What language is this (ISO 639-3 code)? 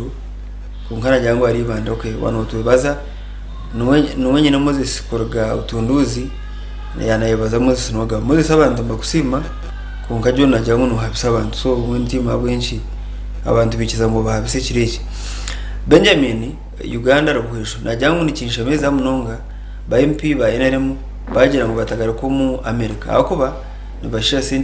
nyn